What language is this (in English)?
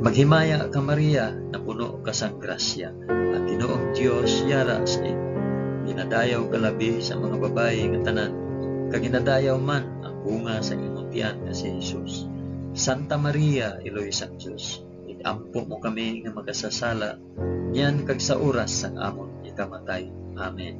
Hiligaynon